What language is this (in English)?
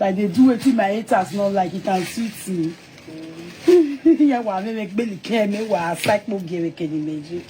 Nigerian Pidgin